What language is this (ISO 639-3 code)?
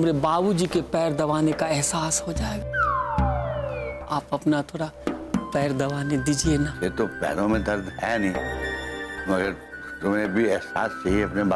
hin